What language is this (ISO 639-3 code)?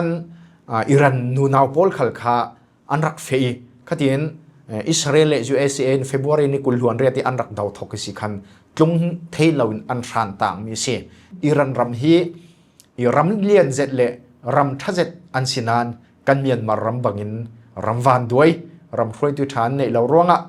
cfm